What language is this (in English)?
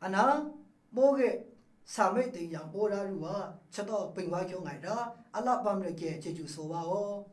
Maru